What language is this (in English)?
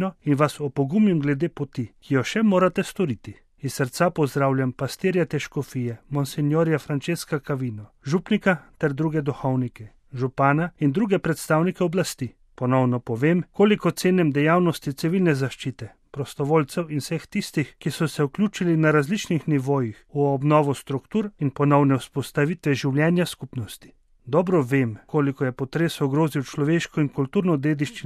Slovenian